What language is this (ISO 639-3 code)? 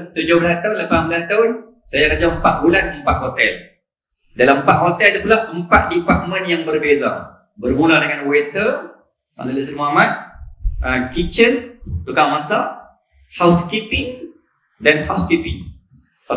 msa